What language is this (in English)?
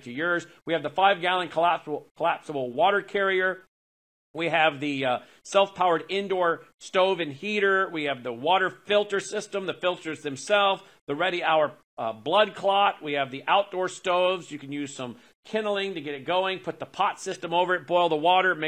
English